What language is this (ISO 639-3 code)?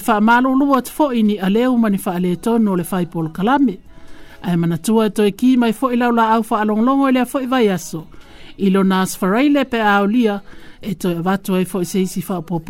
smo